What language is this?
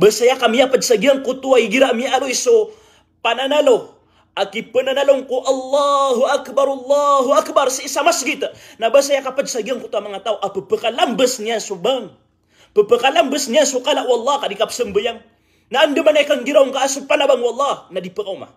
Maranao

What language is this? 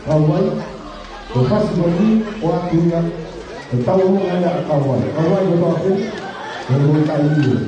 Tongan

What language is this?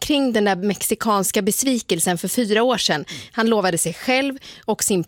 Swedish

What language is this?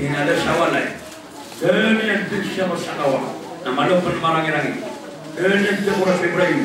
Maranao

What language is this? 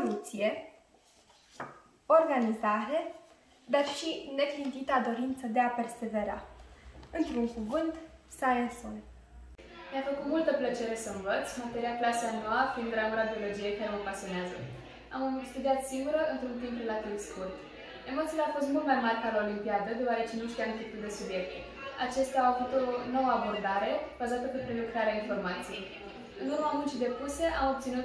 Romanian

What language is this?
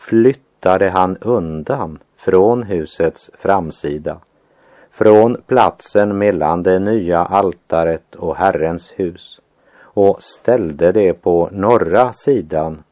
Swedish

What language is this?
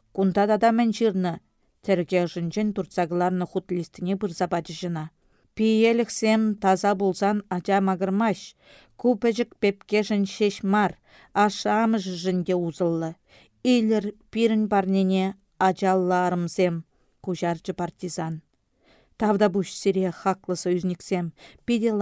Chuvash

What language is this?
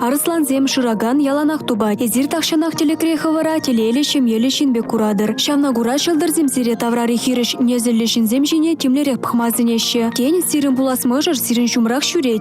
Chuvash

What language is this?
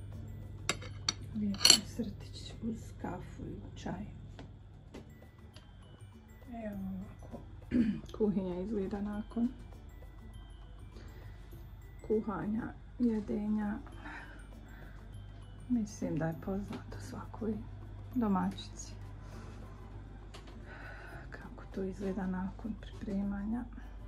Bosnian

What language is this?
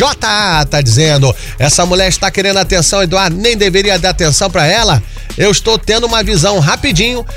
Portuguese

